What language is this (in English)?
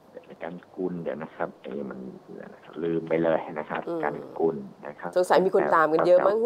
Thai